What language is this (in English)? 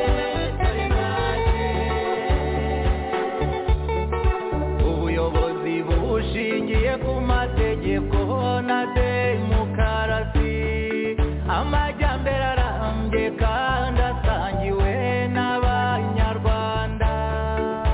Kinyarwanda